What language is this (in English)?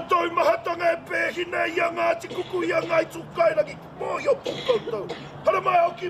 Māori